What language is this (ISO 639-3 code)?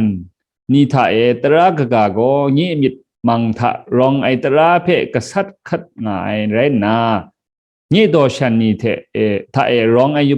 kac